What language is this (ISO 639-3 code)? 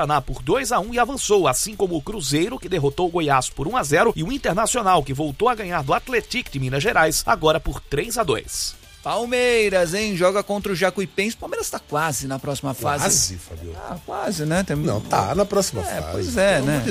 por